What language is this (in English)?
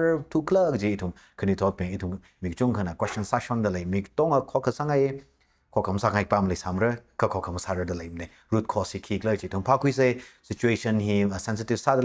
Tangkhul Naga (India)